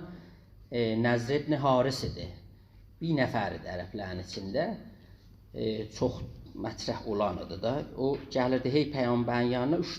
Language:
South Azerbaijani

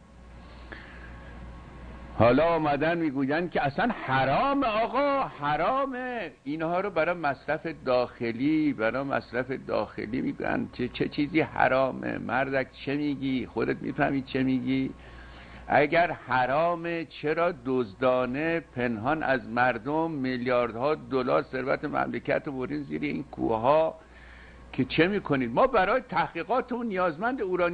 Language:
Persian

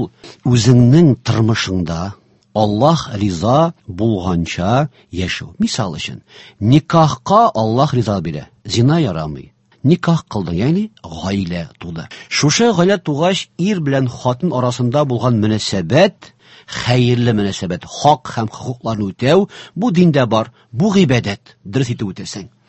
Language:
Tatar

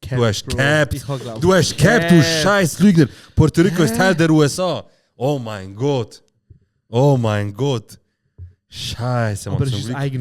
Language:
Swiss German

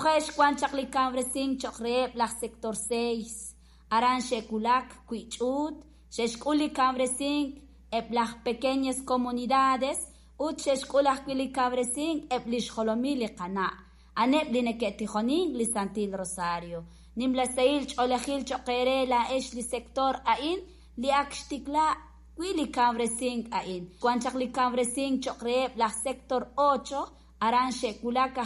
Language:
Kekchí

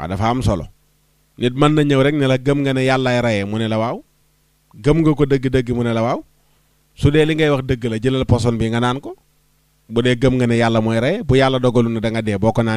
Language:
Wolof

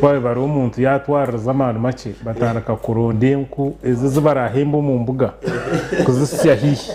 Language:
Nyankole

